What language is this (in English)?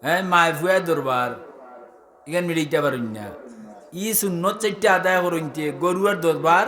Sylheti